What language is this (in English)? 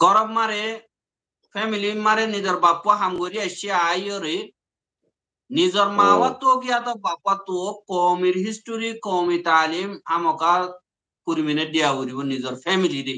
Rohingya